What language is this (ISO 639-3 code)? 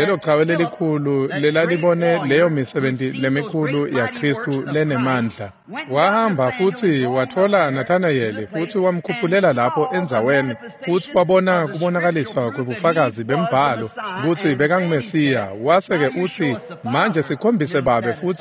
ssw